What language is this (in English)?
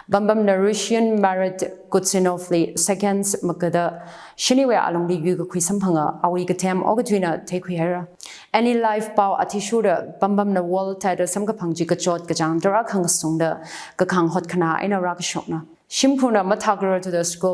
Tangkhul Naga (India)